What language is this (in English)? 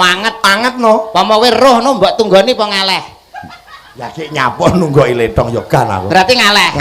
Javanese